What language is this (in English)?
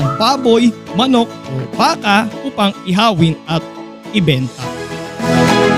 Filipino